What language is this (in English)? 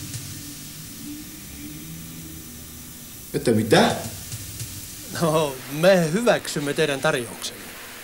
Finnish